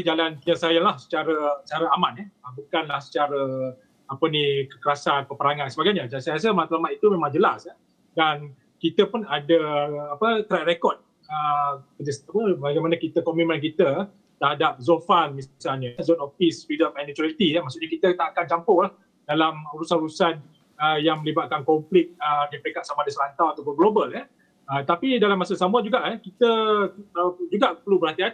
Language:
Malay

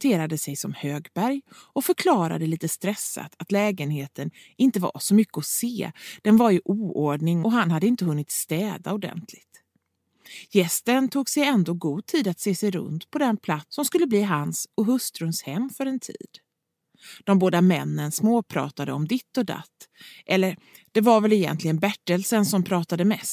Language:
Swedish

